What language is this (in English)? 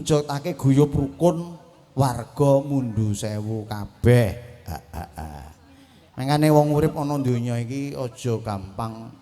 Javanese